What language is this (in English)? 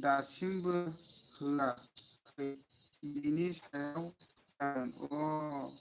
Bodo